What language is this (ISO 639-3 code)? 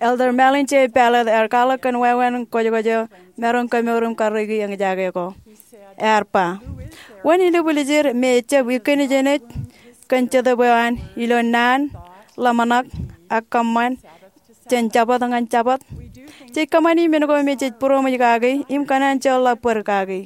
mah